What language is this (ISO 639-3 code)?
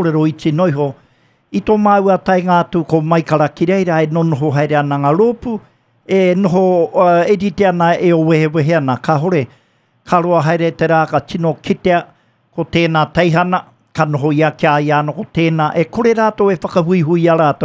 mri